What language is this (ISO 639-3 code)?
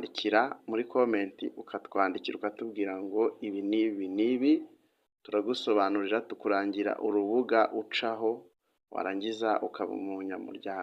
kin